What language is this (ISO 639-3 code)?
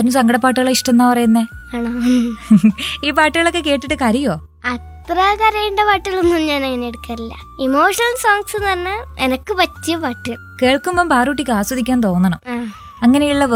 mal